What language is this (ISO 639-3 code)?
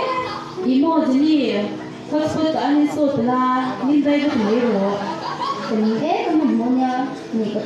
lus